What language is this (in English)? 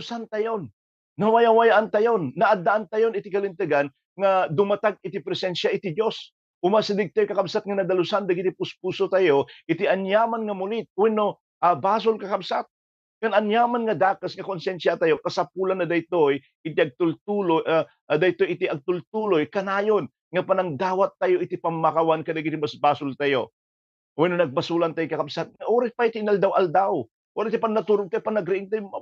Iloko